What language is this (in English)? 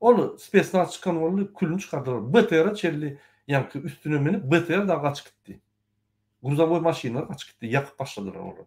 Turkmen